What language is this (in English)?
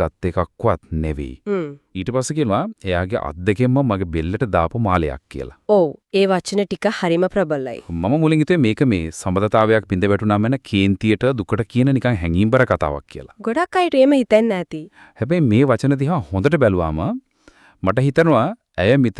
Sinhala